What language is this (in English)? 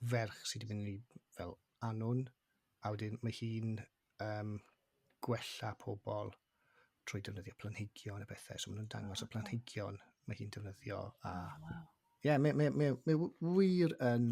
Welsh